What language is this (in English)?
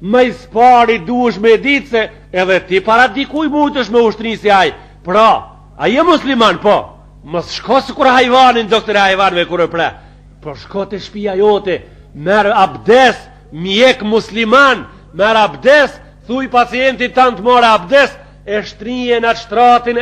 Albanian